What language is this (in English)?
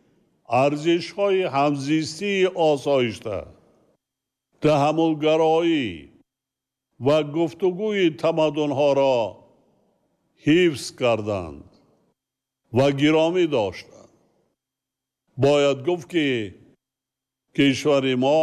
Tajik